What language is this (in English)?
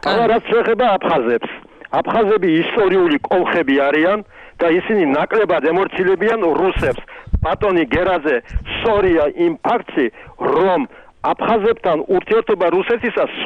Georgian